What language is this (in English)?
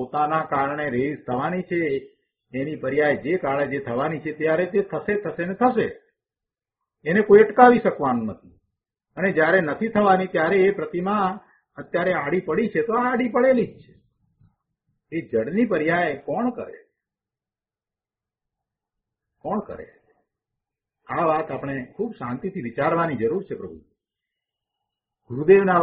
Gujarati